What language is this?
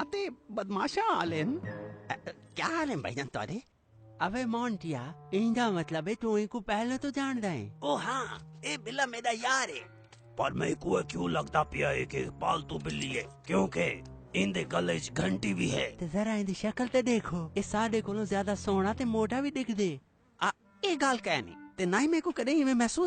Saraiki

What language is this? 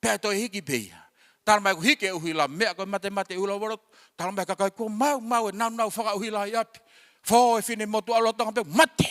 Tongan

